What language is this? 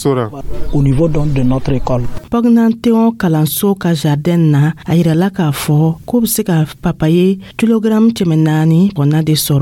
Dyula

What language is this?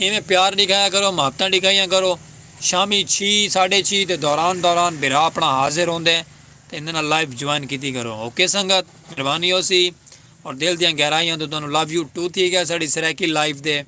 Saraiki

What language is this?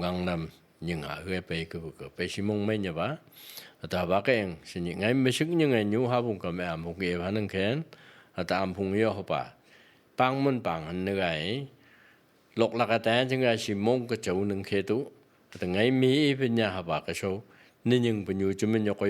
Phom Naga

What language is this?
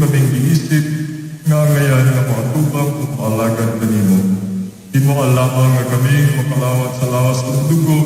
Cebuano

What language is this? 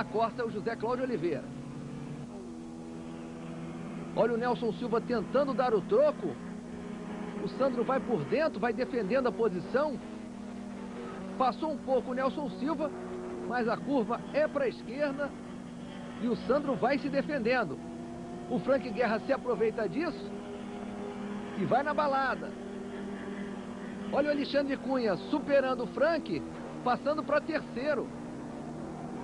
Portuguese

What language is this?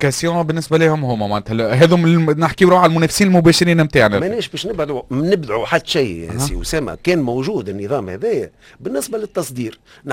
Tunisian Arabic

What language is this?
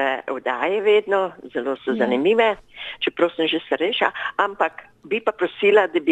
Slovenian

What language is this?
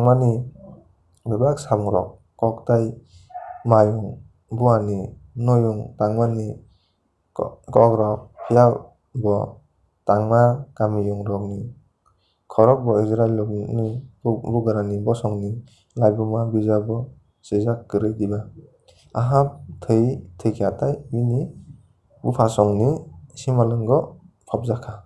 Kok Borok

